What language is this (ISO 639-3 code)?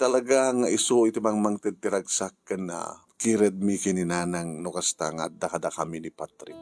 ilo